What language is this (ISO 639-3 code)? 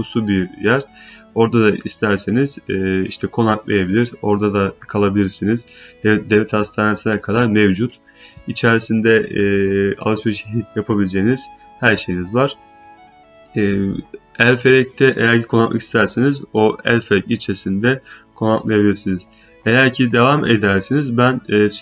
tur